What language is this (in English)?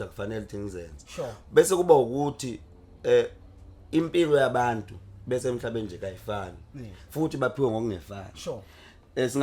Zulu